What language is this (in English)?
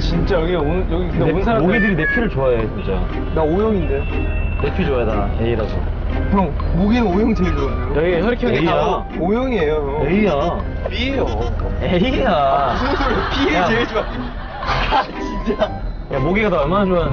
Korean